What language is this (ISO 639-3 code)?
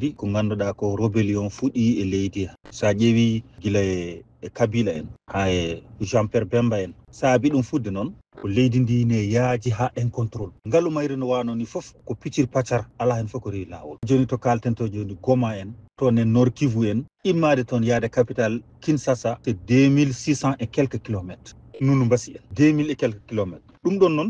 ful